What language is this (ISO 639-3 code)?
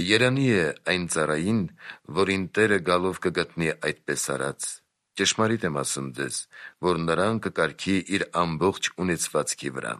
hye